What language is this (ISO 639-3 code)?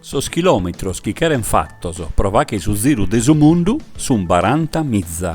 srd